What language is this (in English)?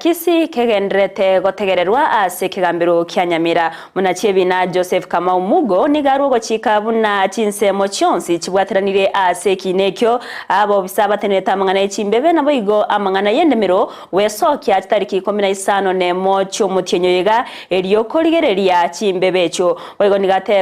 Gusii